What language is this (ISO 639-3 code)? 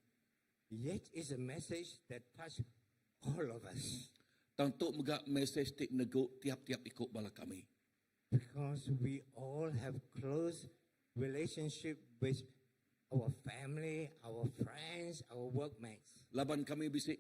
iba